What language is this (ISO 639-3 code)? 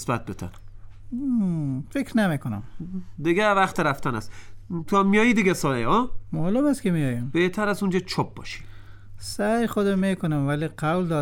fas